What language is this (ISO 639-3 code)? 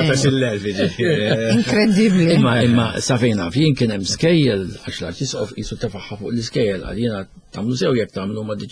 mlt